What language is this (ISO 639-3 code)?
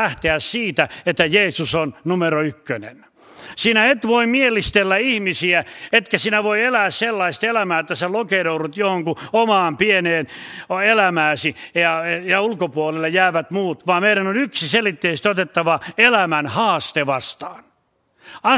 fin